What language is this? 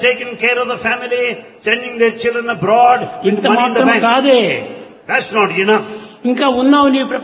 Telugu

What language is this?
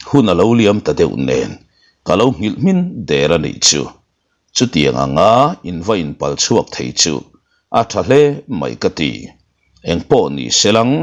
Mizo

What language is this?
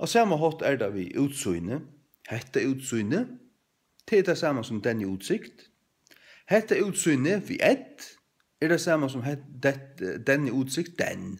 Faroese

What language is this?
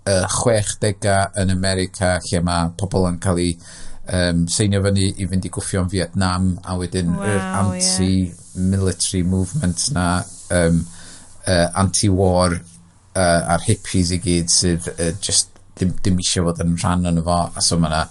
Welsh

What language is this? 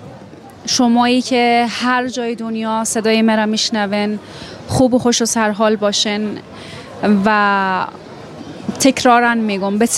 Persian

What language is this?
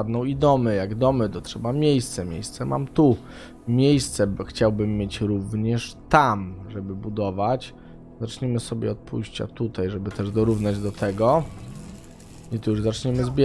Polish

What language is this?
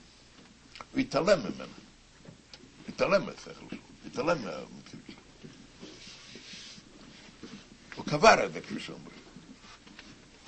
Hebrew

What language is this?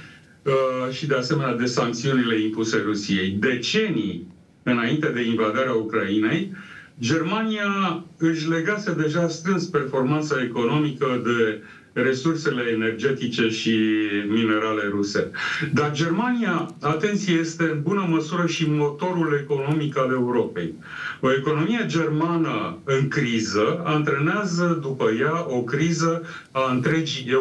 Romanian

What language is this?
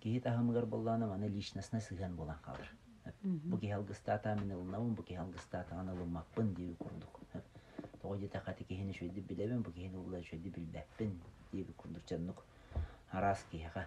Yakut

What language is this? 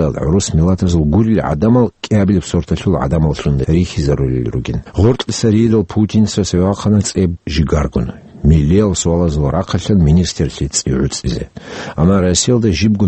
Avaric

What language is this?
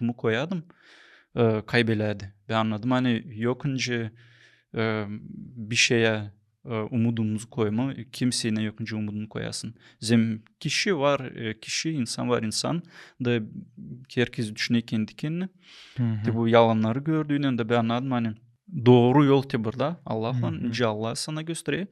Gagauz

